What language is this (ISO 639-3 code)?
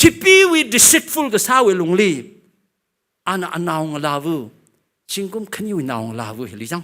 nmf